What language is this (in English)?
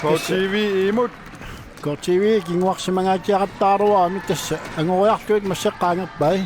Kalaallisut